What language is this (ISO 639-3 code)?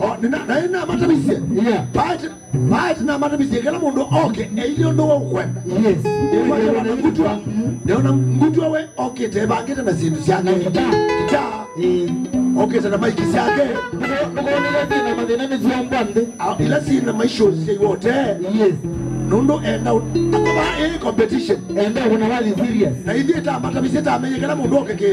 kam